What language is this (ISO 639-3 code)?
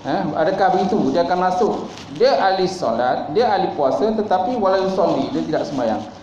msa